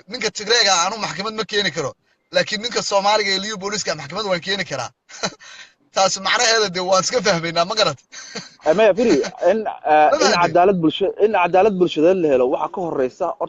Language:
Somali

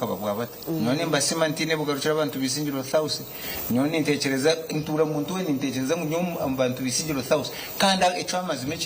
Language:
Nyankole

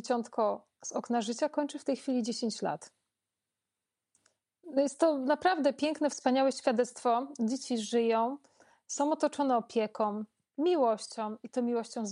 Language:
Polish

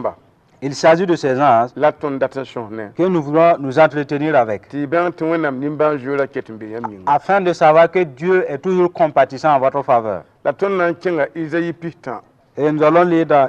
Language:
Mossi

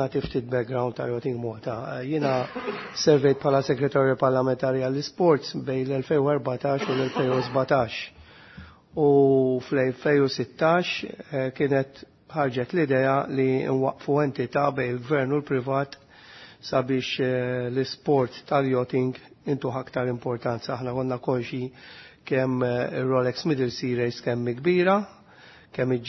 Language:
Maltese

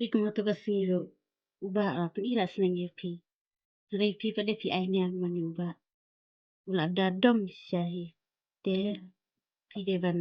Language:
Khasi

